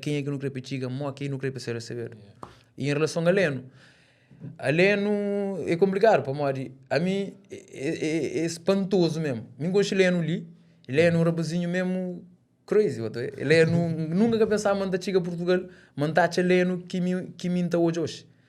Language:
Kabuverdianu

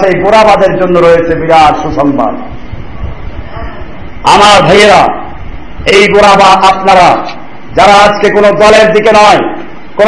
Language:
Bangla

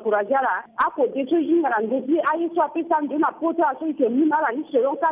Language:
Sango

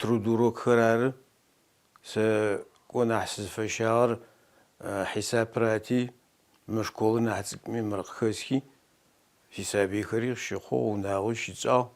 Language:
Adyghe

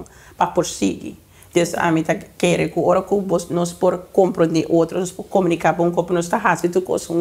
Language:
Papiamento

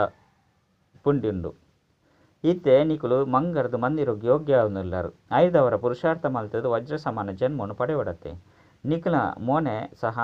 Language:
Tulu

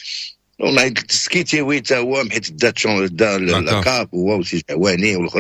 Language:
Moroccan Arabic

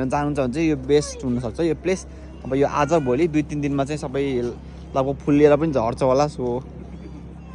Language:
Nepali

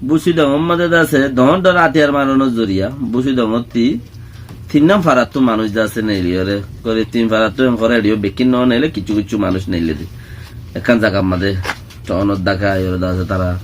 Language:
Rohingya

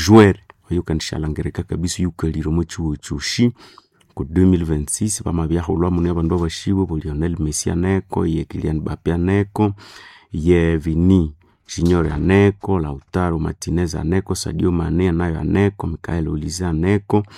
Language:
Nande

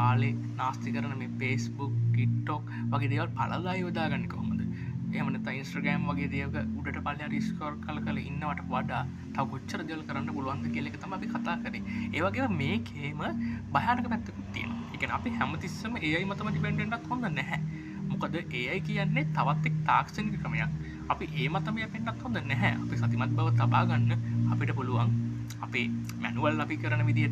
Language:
Sinhala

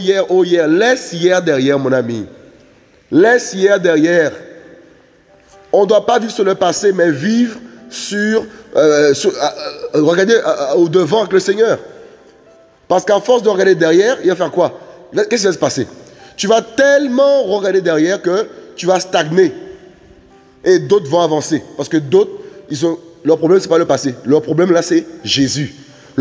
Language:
French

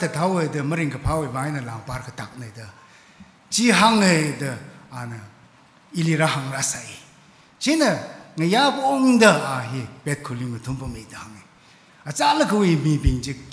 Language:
Tangkhul Naga (India)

